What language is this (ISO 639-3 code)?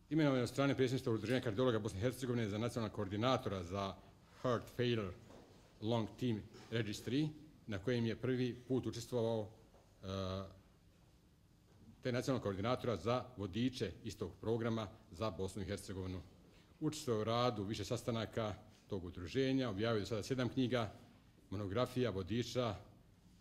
bos